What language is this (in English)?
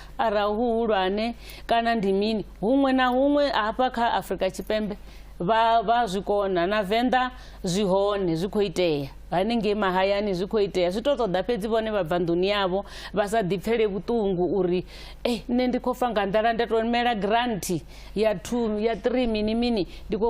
Venda